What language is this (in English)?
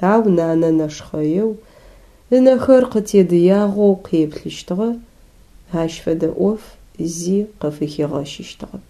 Adyghe